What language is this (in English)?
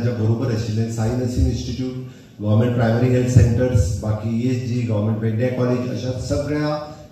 Konkani